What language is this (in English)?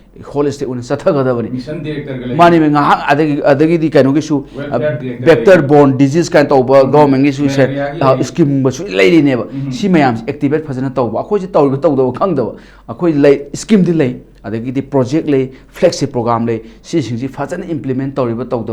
Manipuri